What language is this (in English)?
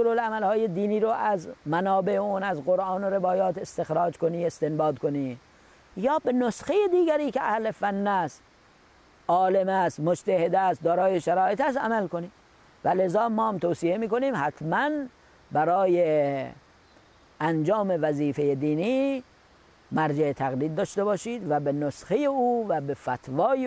Persian